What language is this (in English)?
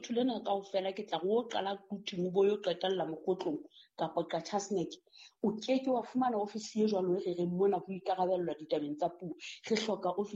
Southern Sotho